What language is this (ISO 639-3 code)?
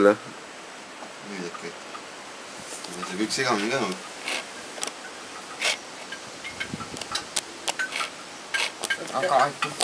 est